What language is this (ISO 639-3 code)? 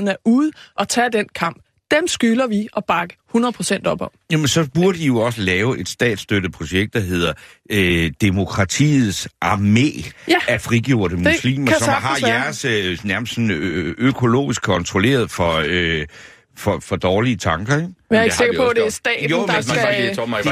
dan